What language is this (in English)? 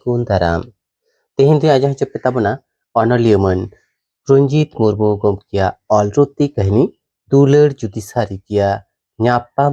Santali